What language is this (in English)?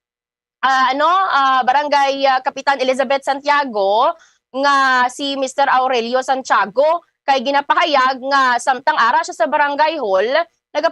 Hiligaynon